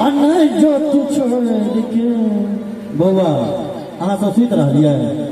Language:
Maithili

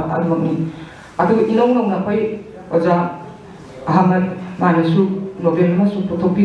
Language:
Manipuri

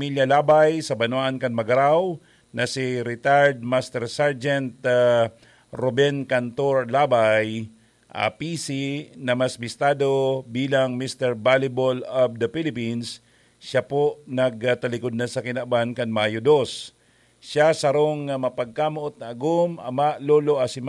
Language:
Bikol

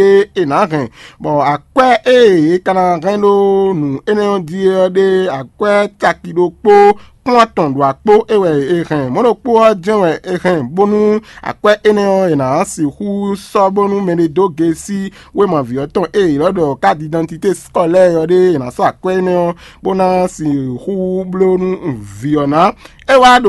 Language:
Fon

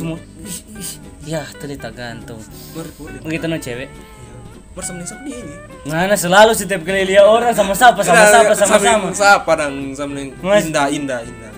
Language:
Manado Malay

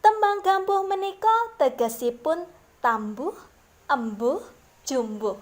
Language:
Javanese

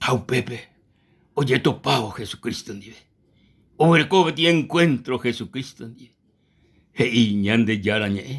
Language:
Guarani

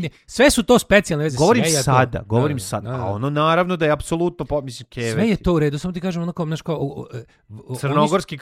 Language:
Serbian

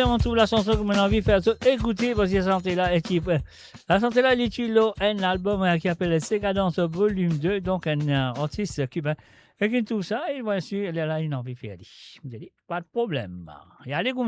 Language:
Morisyen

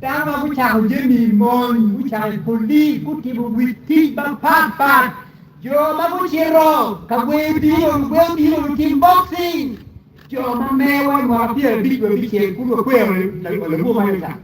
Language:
Acoli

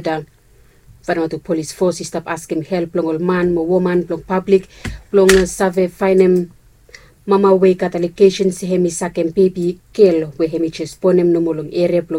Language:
Bislama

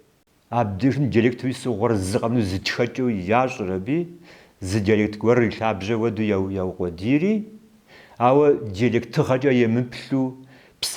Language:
Kabardian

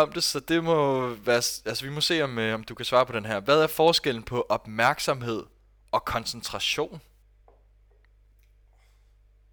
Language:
Danish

